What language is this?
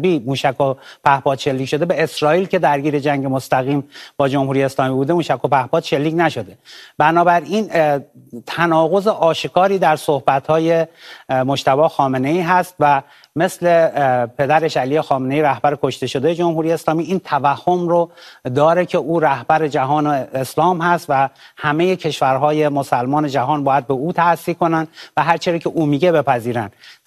Persian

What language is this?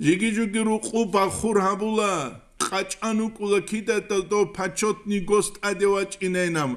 Avaric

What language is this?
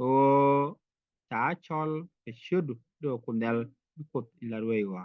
Nuer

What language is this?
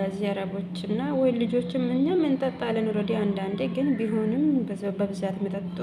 Amharic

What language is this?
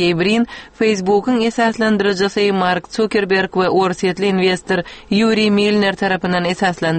Turkmen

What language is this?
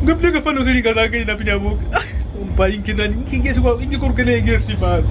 Kwangali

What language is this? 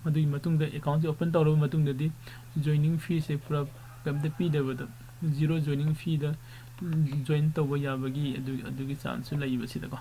Manipuri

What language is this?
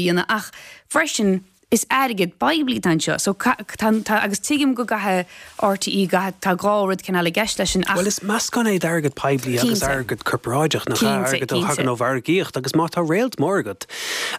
Irish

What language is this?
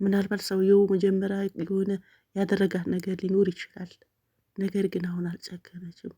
Amharic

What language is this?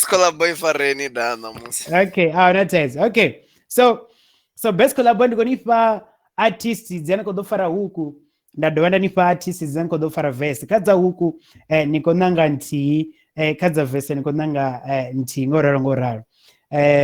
Venda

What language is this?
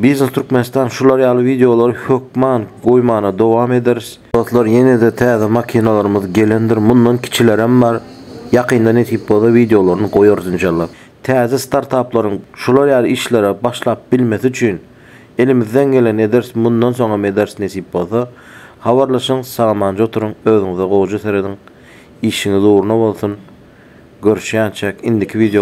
Turkmen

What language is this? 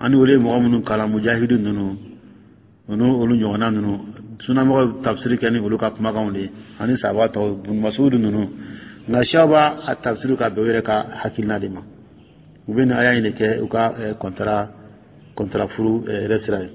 Dyula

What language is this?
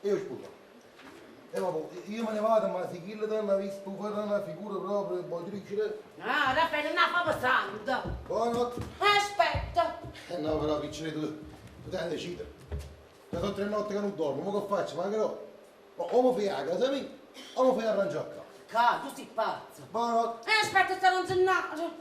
Neapolitan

